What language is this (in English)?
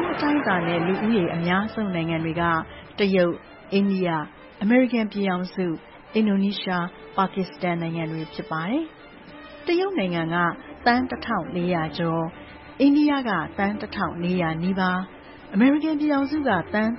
Burmese